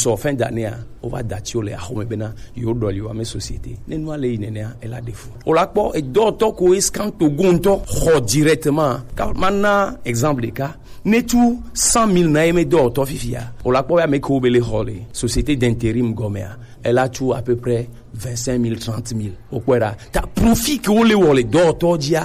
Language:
Gen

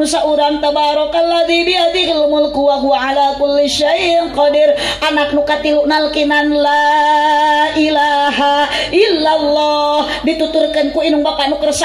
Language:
Sundanese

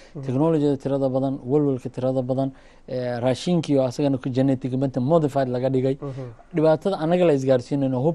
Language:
Somali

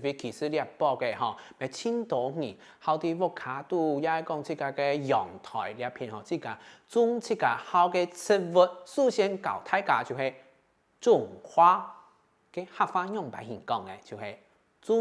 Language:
Hakka Chinese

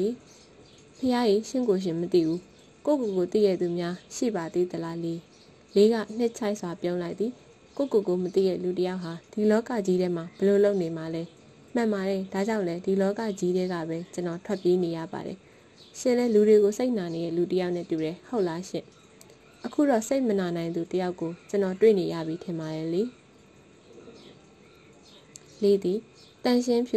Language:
Burmese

